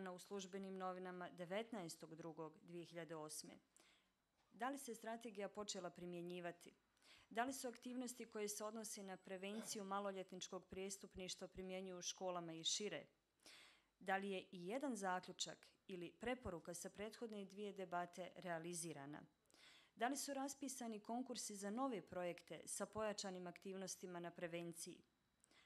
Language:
Bosnian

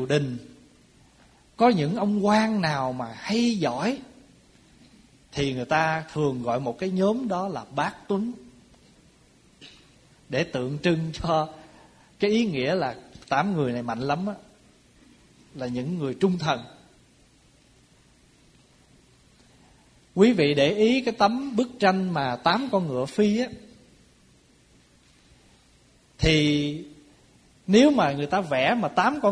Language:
Vietnamese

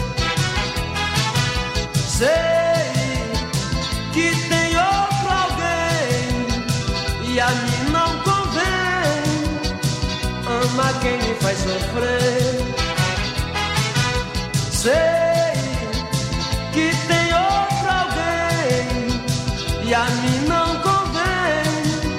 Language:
Portuguese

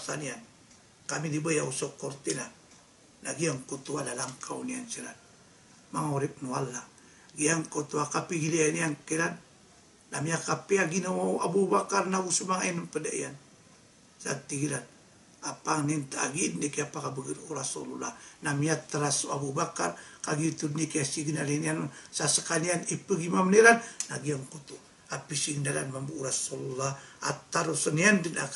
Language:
Maranao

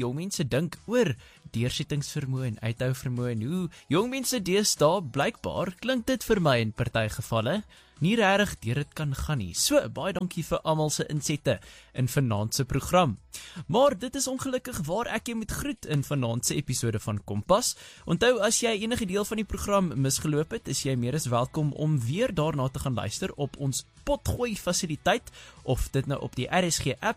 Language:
Afrikaans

